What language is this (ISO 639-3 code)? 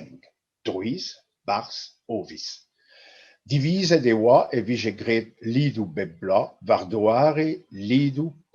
bre